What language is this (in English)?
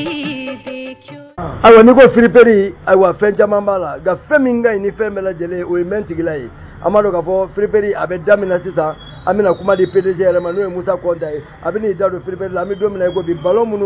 Bambara